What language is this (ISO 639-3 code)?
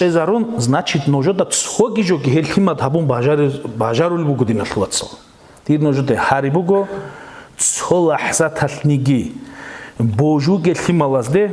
ava